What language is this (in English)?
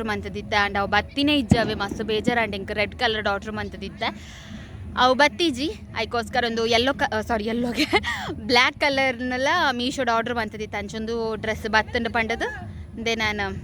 Tulu